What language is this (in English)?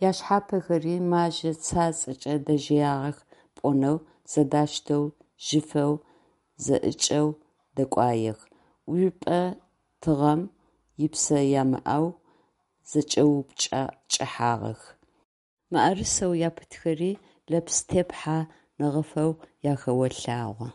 Adyghe